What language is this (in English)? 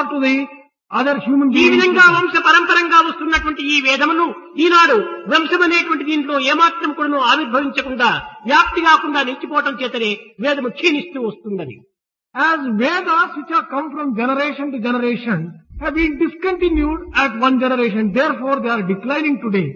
Telugu